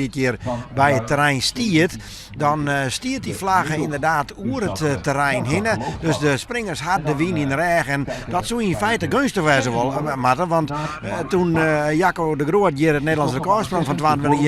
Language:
Western Frisian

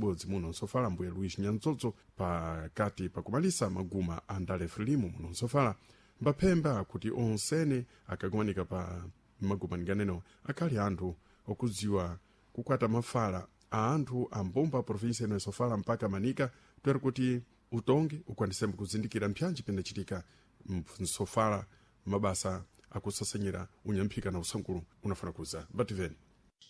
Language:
Sena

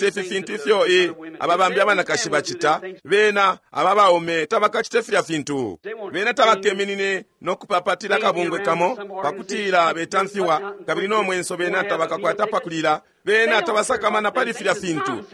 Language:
Bemba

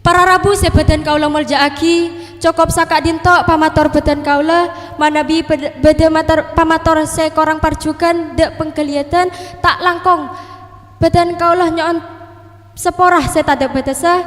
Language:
Madurese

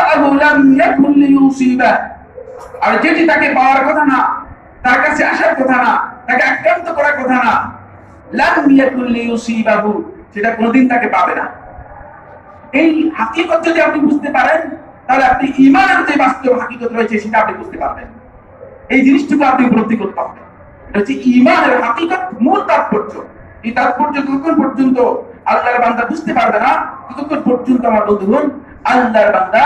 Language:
Bangla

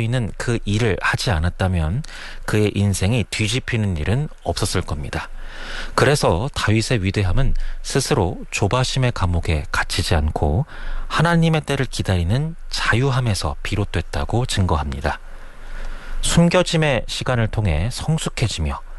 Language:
Korean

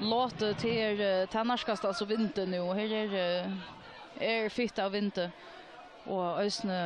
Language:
Faroese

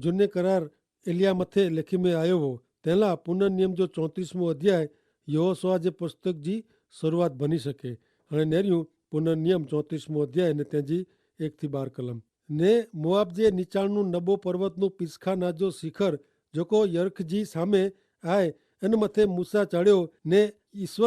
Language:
Kachhi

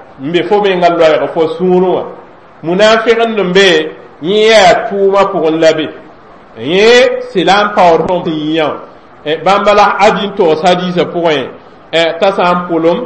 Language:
Mossi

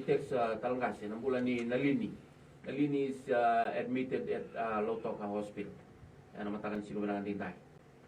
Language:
Fijian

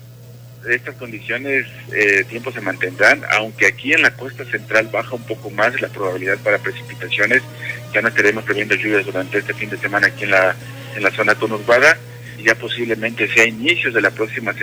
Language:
Spanish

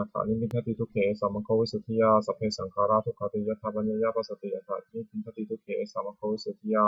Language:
Pali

